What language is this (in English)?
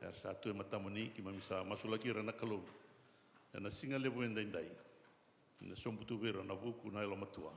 Fijian